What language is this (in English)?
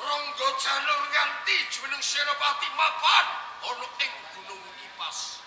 Javanese